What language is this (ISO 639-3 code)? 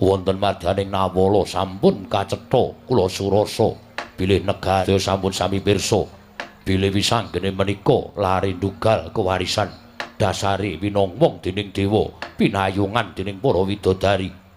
jav